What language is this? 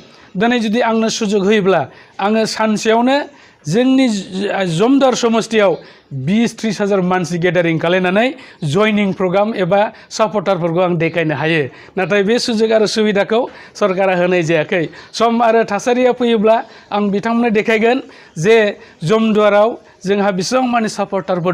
Bodo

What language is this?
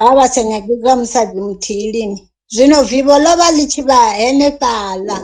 Venda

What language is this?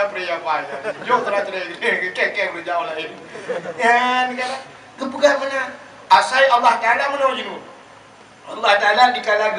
Achinese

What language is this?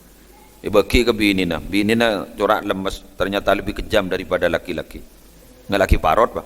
Madurese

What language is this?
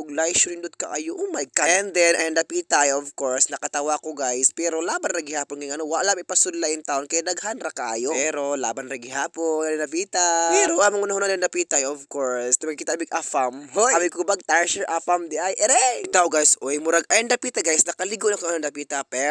Cebuano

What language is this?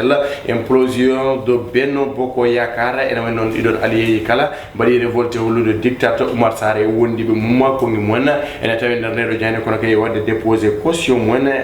Fula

